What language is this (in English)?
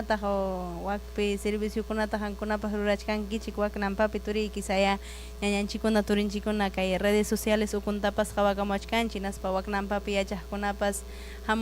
Ayacucho Quechua